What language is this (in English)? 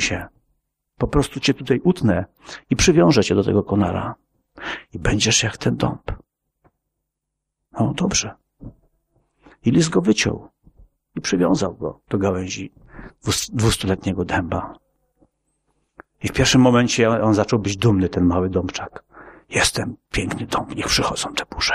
Polish